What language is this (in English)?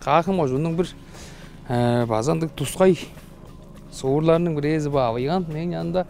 Tuvinian